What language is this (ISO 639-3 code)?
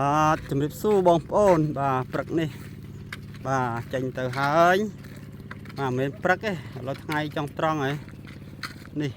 khm